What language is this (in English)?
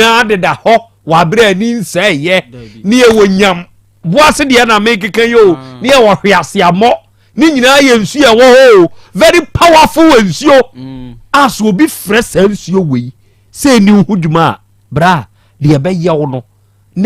Akan